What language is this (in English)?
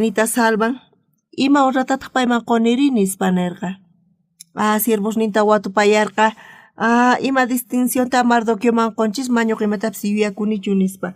South Bolivian Quechua